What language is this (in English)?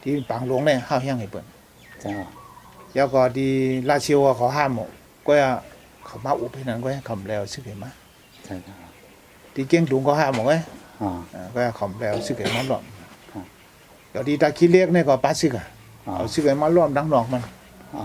Shan